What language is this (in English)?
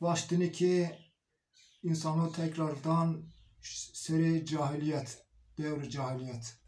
Zaza